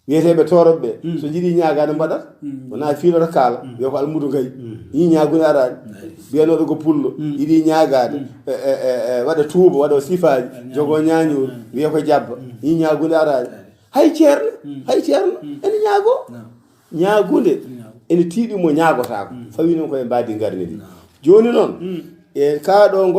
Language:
Fula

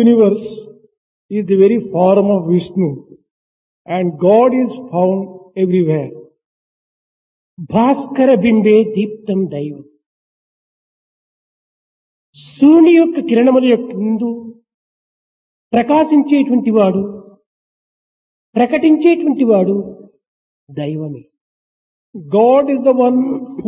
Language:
Telugu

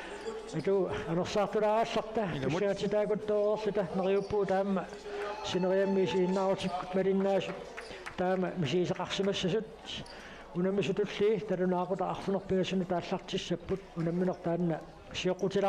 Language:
Kalaallisut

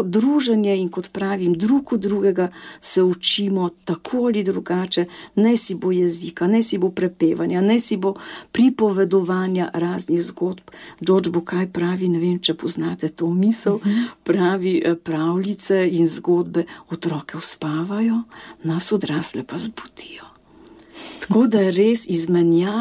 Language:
Slovenian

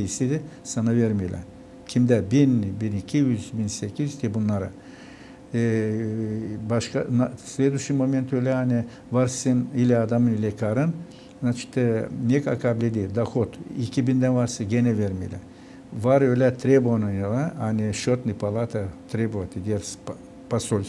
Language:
Gagauz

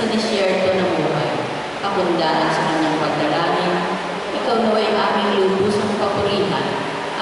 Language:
Filipino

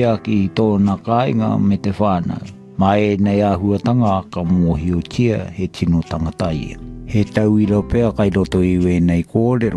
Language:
Māori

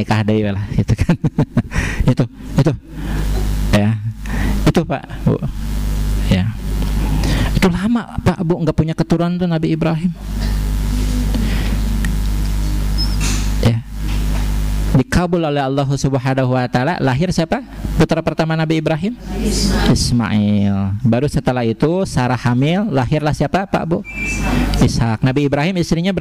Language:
Indonesian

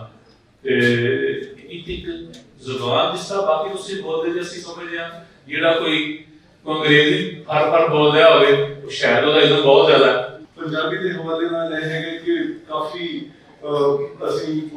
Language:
Western Panjabi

